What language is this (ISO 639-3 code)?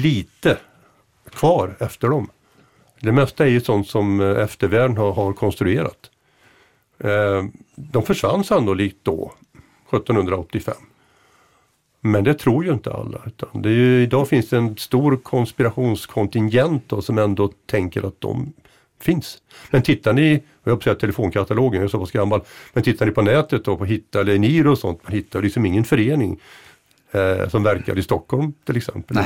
swe